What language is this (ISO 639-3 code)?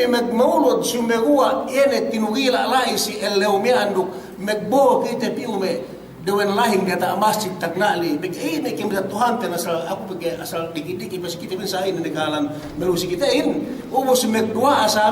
yka